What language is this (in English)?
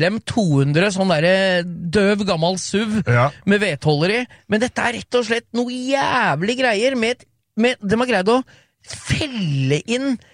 Norwegian